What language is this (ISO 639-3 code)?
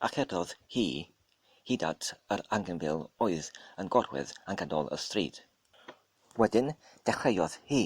cym